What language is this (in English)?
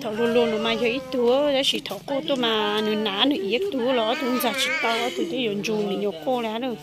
Hmong